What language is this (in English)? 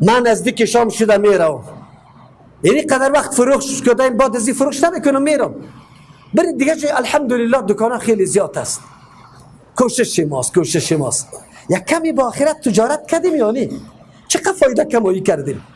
Persian